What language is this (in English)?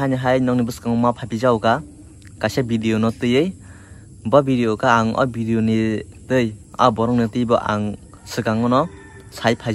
Kok Borok